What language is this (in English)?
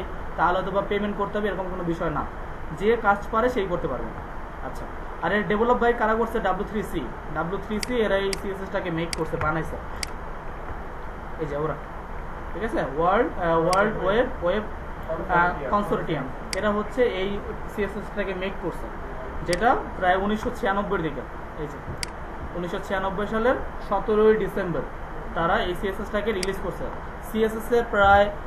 Bangla